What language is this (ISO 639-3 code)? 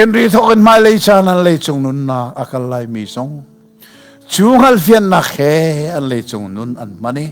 cnh